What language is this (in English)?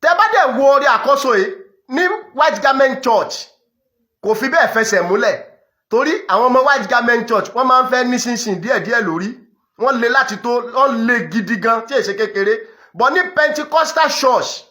Yoruba